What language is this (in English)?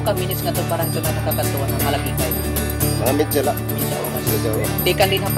Waray